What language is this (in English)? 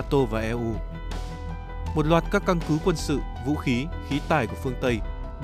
Vietnamese